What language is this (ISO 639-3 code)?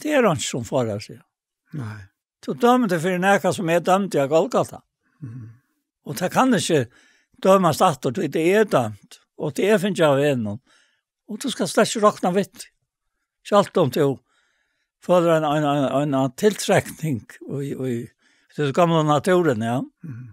fao